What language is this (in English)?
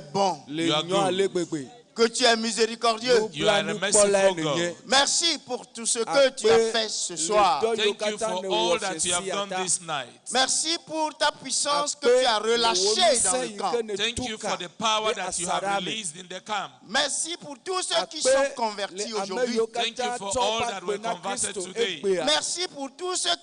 Ewe